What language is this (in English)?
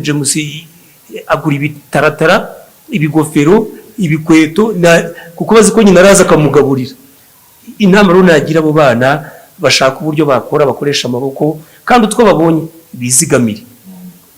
Kinyarwanda